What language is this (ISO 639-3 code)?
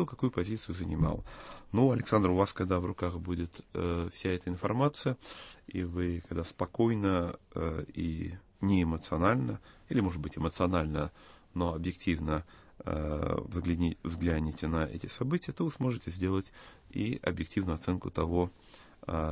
rus